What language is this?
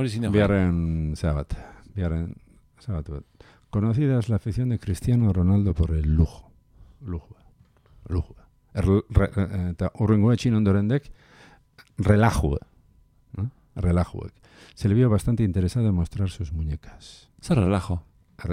Basque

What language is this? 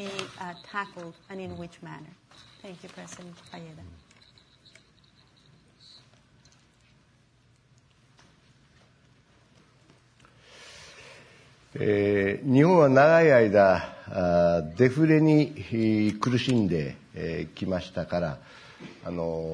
Japanese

